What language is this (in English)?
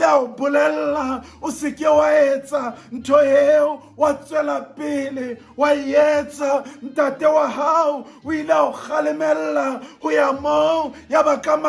Southern Sotho